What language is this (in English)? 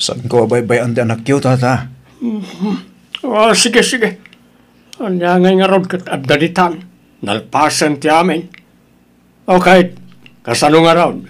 Iloko